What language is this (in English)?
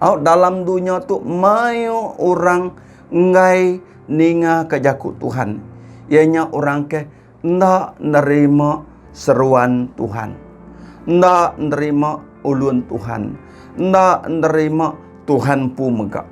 Iban